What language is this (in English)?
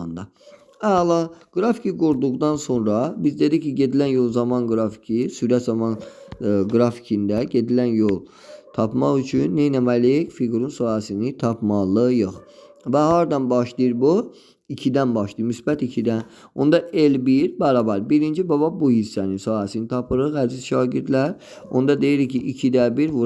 Azerbaijani